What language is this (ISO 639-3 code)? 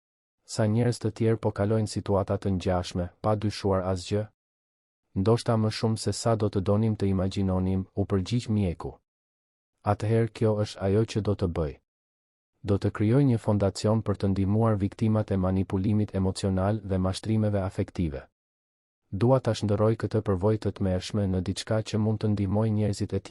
sqi